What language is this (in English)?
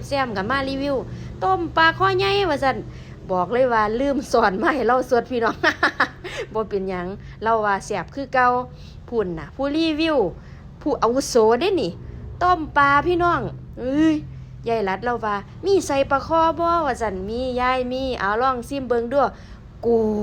Northeastern Thai